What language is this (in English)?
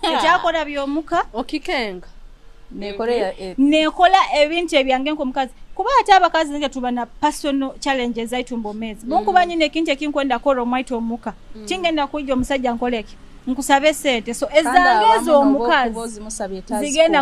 Nyoro